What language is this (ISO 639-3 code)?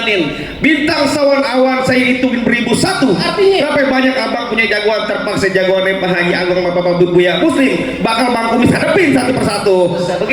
bew